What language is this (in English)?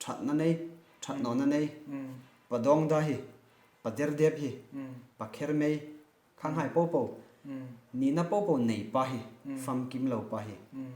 Hmar